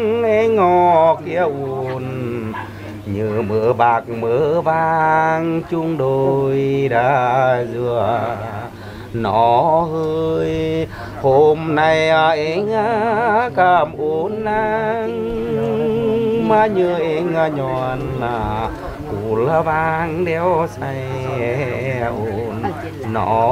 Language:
Vietnamese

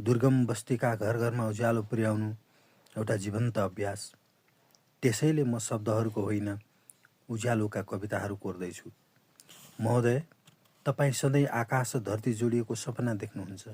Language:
Nepali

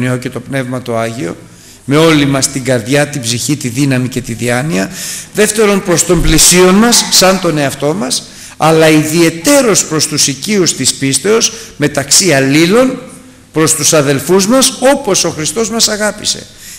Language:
Greek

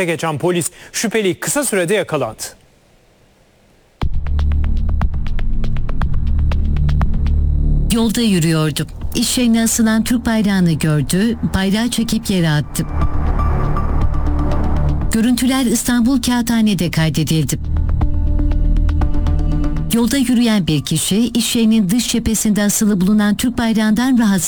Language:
Turkish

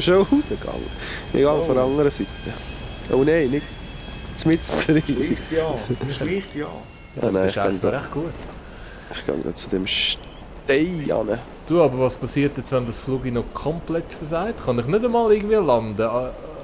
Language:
Swiss German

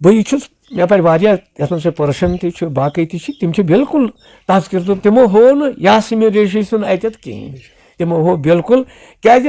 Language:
Kashmiri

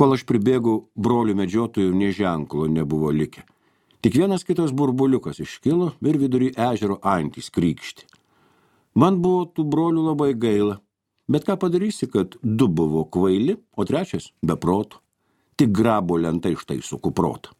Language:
Lithuanian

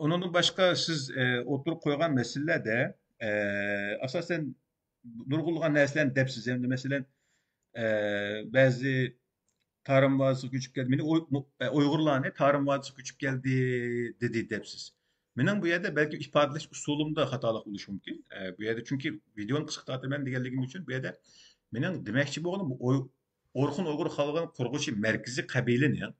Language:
Uyghur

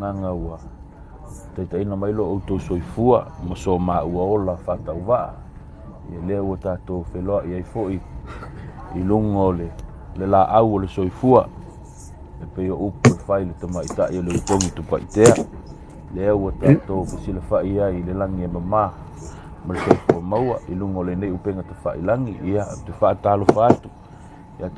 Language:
Samoan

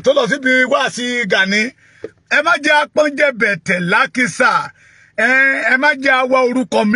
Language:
Yoruba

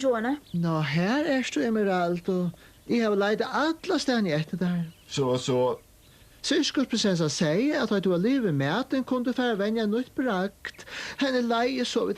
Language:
Faroese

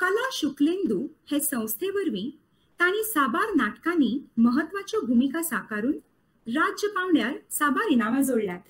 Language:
Konkani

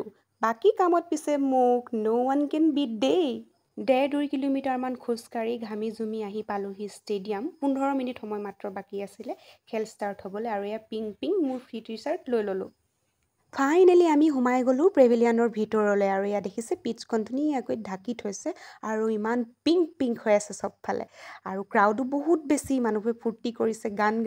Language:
Assamese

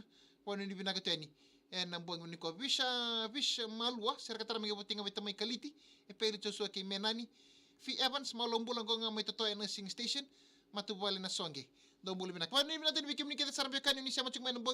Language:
Fijian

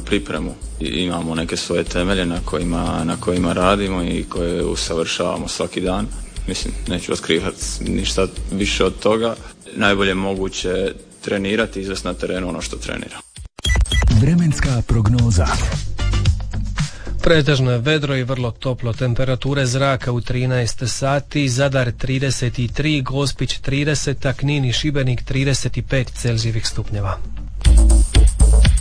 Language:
Croatian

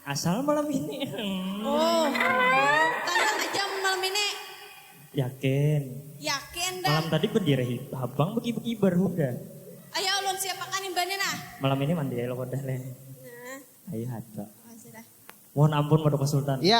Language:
Banjar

